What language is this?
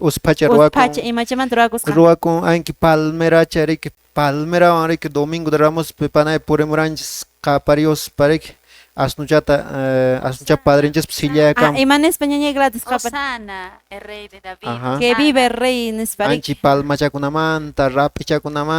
Quechua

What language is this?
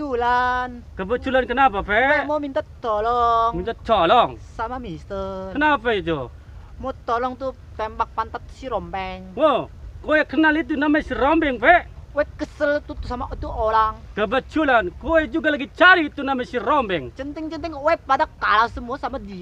Betawi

